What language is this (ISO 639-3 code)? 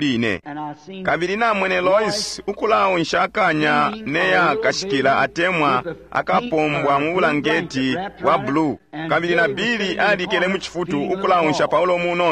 bem